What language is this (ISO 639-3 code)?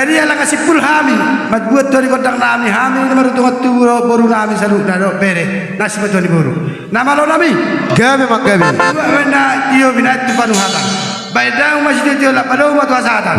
bbc